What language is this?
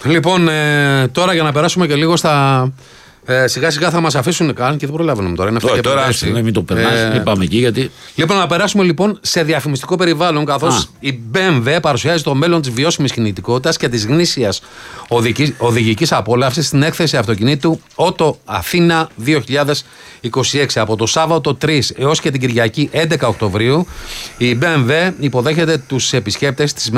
Greek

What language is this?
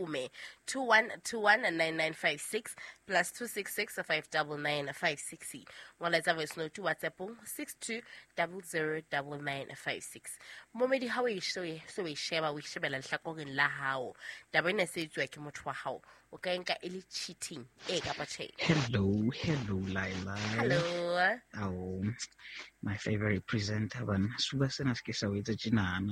Southern Sotho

